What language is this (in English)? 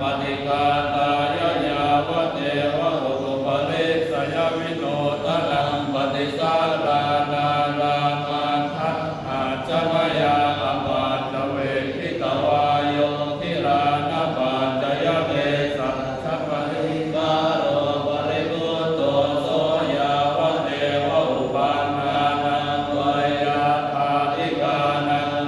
Pali